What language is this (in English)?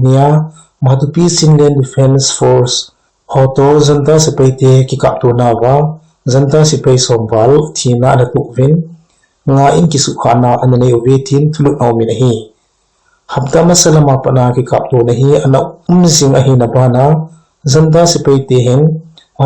Thado Chin